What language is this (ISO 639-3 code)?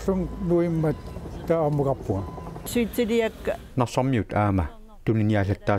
kal